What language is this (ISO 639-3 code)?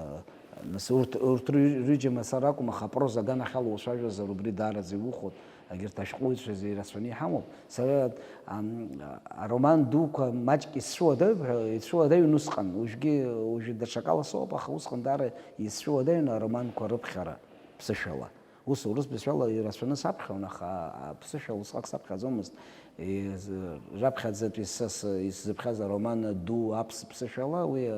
abk